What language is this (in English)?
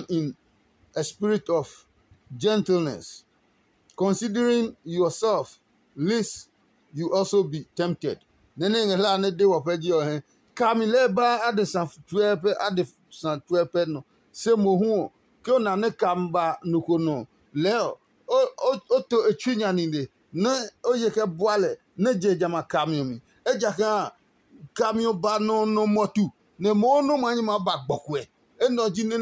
Adangme